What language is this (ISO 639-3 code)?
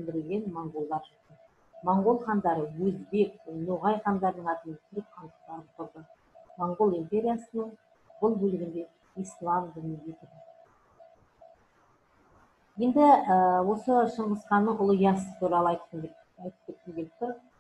kaz